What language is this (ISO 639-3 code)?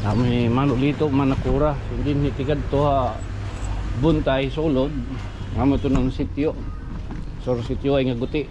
war